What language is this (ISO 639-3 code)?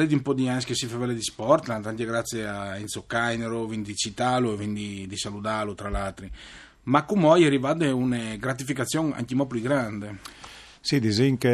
fur